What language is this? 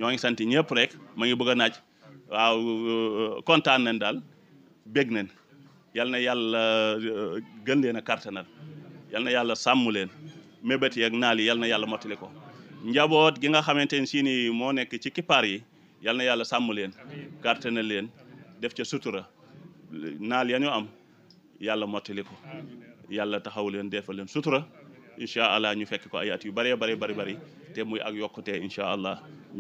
Wolof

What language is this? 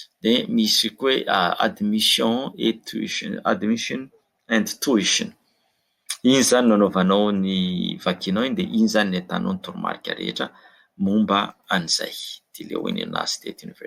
Malagasy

